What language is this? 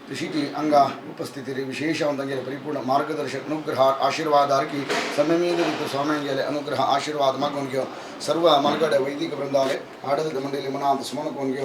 Konkani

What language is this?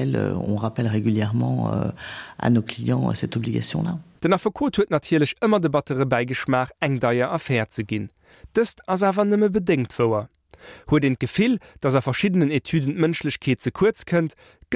Luxembourgish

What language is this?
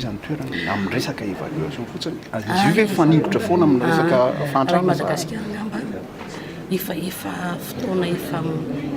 Malagasy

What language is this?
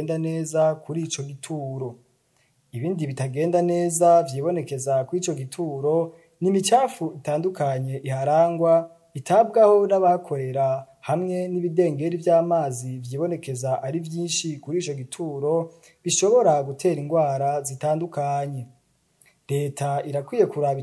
Rundi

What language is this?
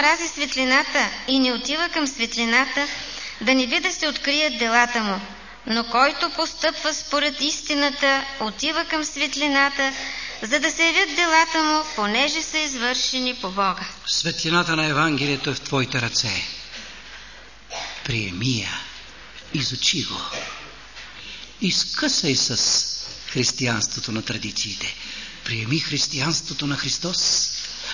Bulgarian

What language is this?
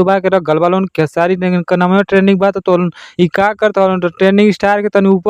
Bhojpuri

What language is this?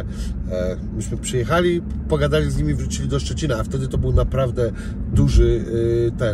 Polish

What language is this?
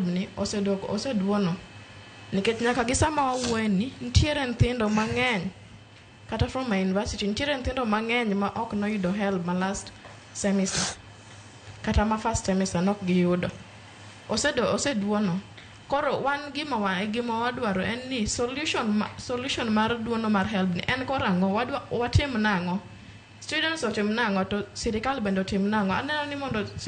Luo (Kenya and Tanzania)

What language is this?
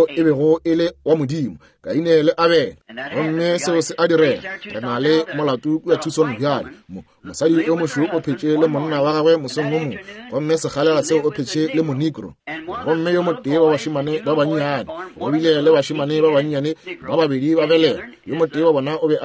Northern Sotho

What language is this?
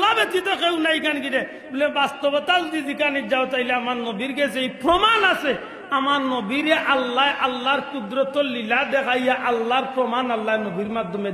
Sylheti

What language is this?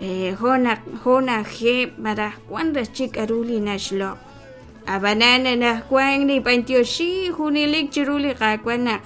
Kekchí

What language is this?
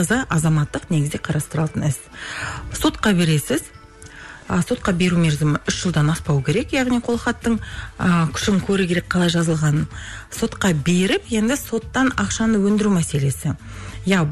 Kazakh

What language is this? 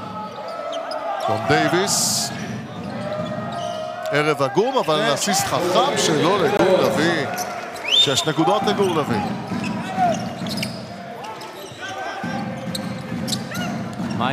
Hebrew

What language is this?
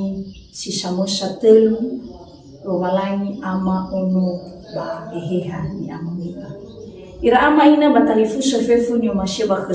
Nias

